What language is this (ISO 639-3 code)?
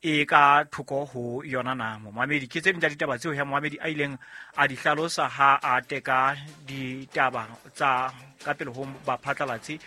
sot